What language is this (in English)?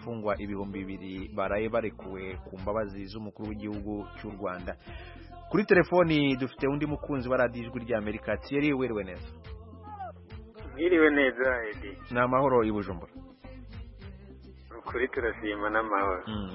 Kinyarwanda